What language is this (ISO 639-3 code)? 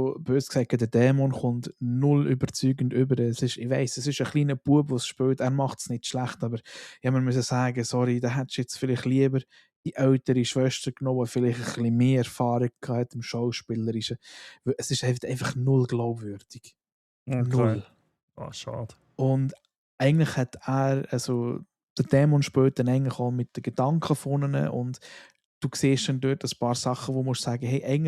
gsw